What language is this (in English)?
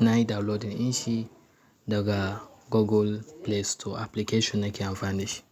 Hausa